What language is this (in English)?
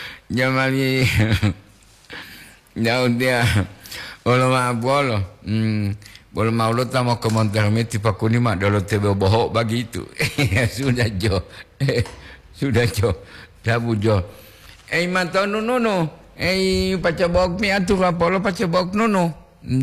Gorontalo